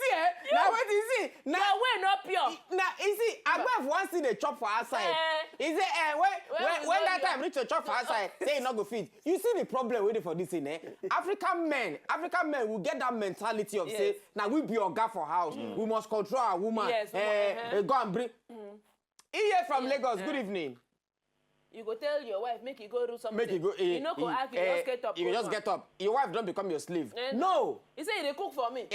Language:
Nigerian Pidgin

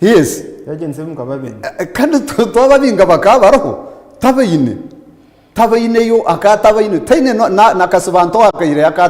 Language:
Nyankole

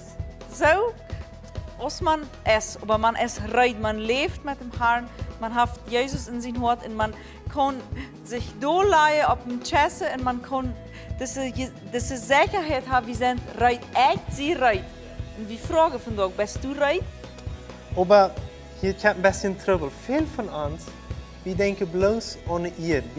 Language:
Plautdietsch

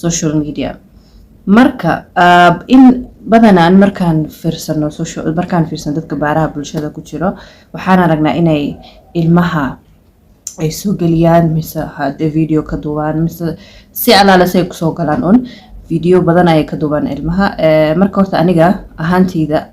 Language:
Somali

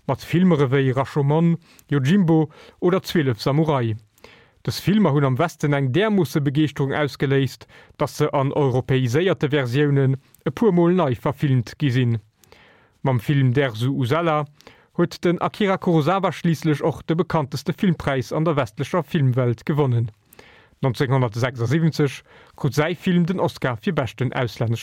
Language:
Luxembourgish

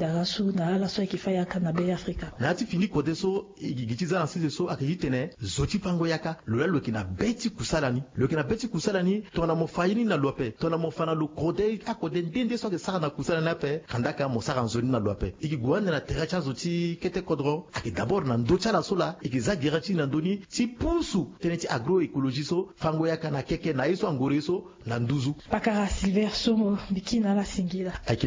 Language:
Sango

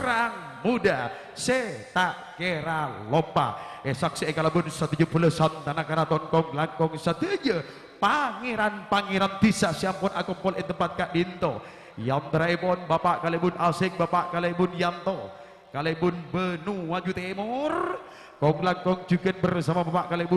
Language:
Madurese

